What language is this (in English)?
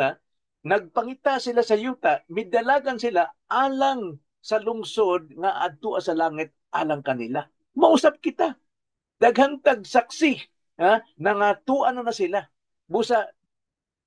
Cebuano